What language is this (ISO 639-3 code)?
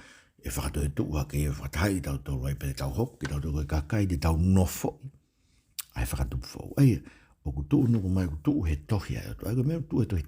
ton